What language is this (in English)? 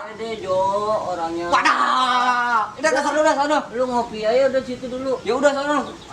Betawi